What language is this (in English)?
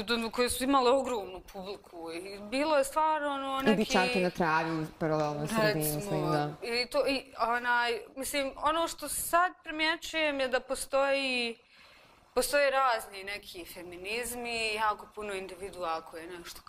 Bosnian